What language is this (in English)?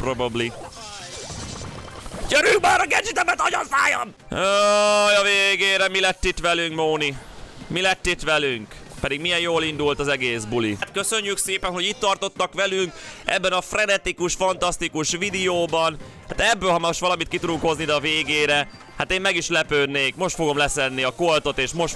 Hungarian